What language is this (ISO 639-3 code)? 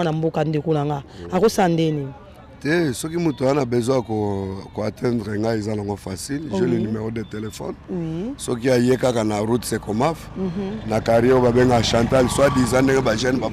lin